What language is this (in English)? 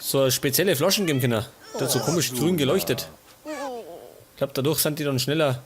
Bavarian